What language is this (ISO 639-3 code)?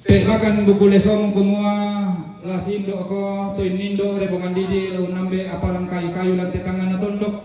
sda